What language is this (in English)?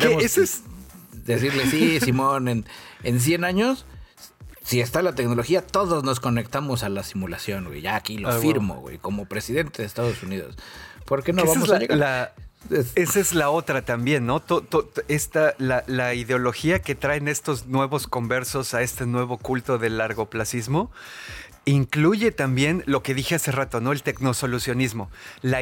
Spanish